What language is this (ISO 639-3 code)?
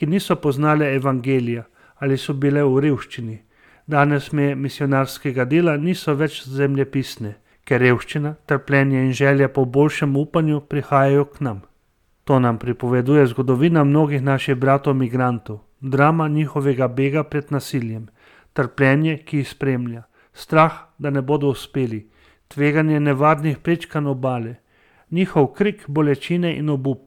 slv